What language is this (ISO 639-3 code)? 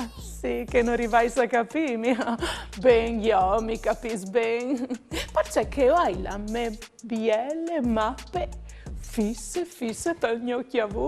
fur